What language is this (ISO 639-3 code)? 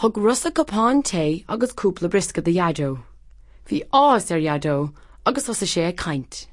gle